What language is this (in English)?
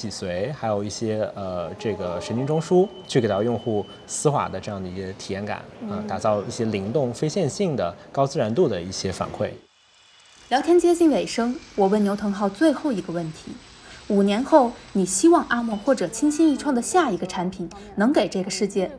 Chinese